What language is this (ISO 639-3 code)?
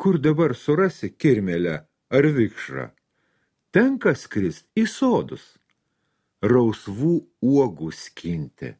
lit